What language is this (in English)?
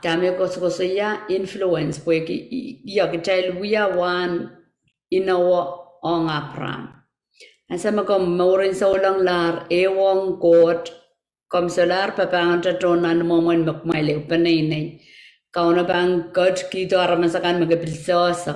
Pohnpeian